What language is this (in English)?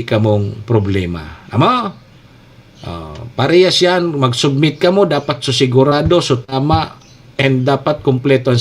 Bikol